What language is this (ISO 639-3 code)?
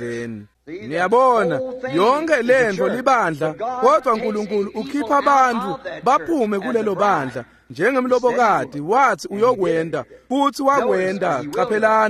ssw